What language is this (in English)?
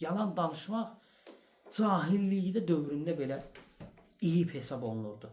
Azerbaijani